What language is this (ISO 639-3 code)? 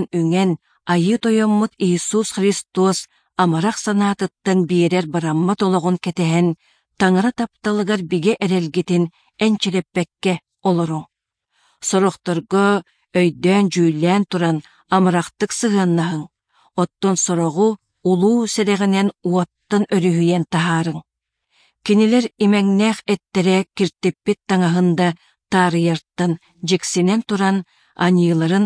sah